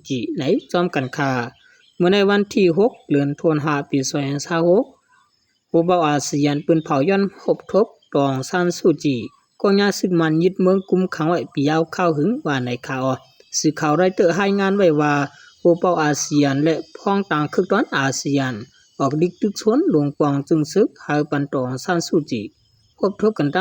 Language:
Shan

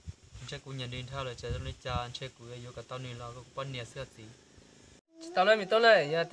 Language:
Hmong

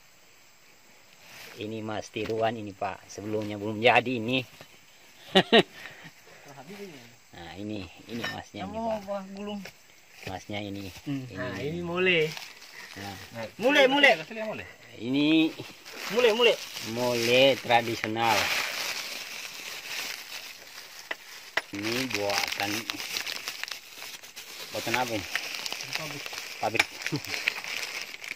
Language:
Indonesian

